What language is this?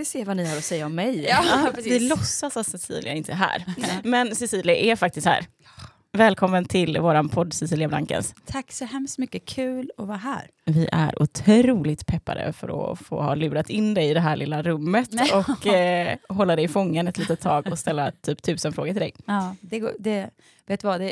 Swedish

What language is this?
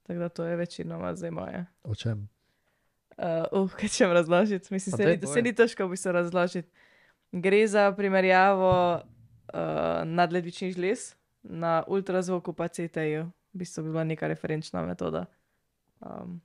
Slovenian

